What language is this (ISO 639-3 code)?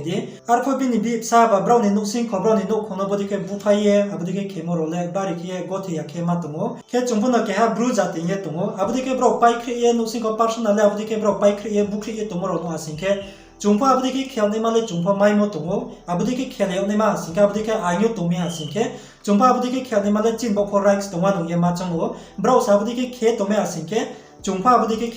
ria